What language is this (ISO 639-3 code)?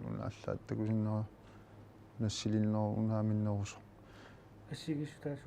kal